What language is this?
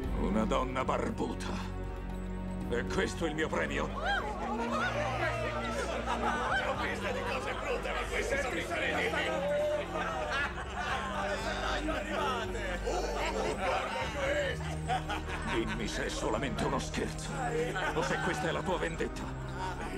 Italian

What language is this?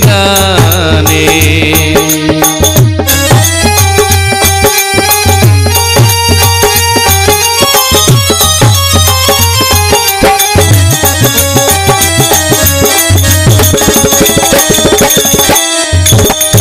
Telugu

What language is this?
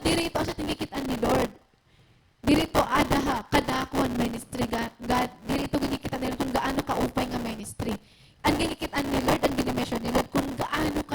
Waray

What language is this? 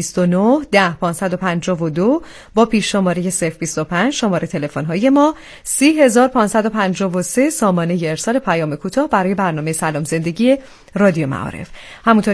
Persian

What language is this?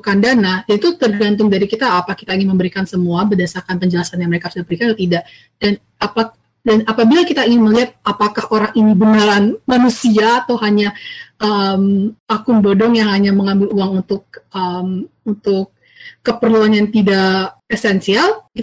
Indonesian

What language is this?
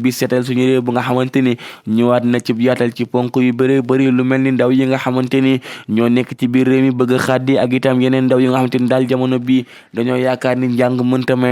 Wolof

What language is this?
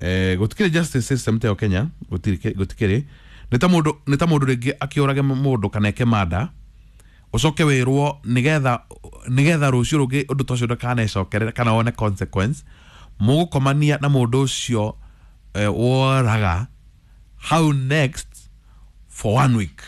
Kikuyu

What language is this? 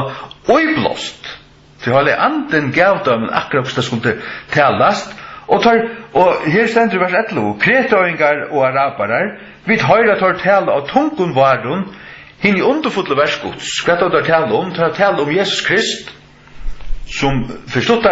Faroese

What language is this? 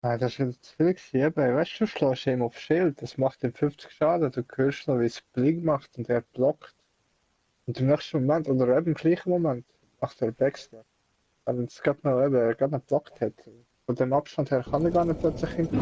Swiss German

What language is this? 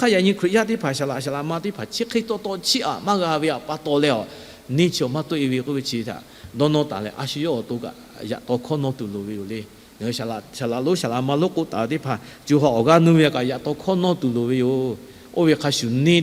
Lahu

